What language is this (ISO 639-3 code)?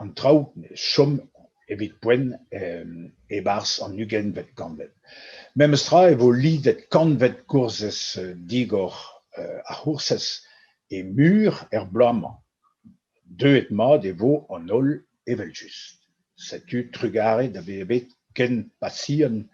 bre